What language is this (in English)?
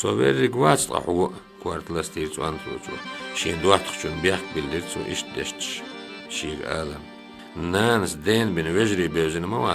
Chechen